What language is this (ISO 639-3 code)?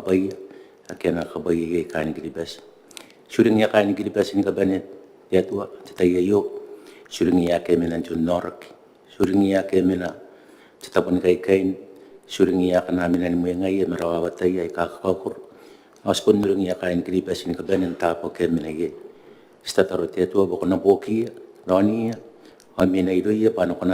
gil